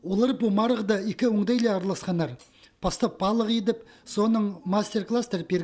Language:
Khakas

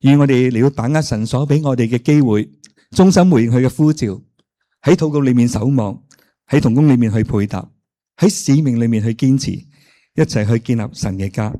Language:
Cantonese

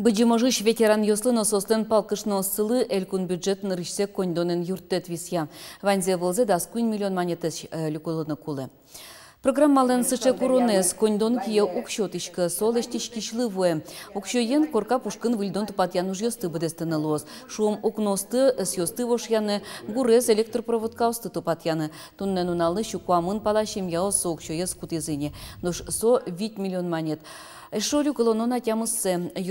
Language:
Udmurt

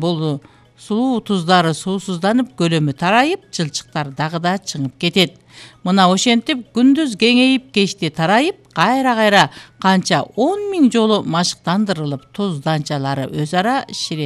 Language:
Kyrgyz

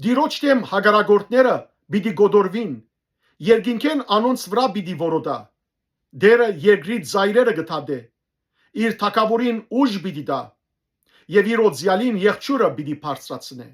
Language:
Western Armenian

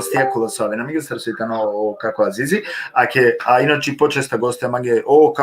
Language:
Balkan Romani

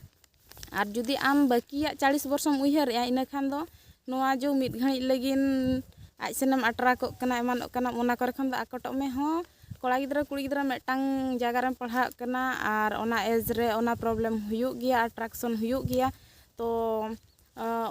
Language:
Santali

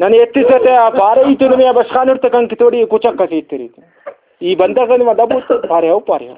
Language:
Brahui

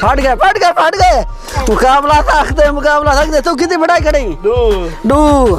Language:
Saraiki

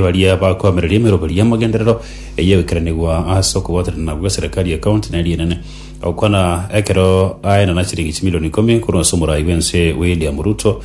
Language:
Gusii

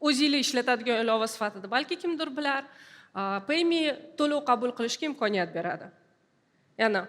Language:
Uzbek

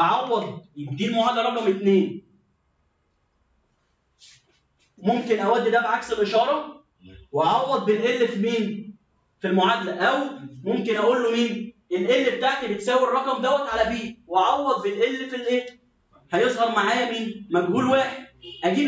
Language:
Egyptian Arabic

